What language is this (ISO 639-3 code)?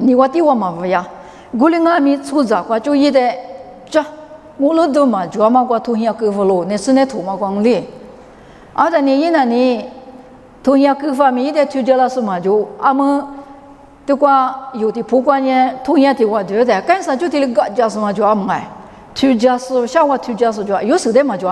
lis